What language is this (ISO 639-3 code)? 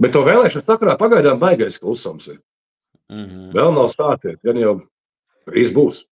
lav